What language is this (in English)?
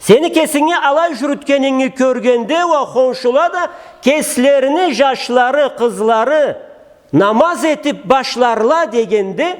Karachay-Balkar